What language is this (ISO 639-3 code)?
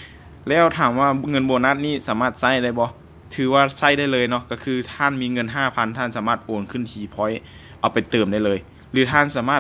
lao